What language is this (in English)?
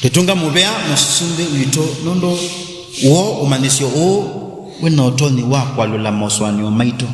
Kamba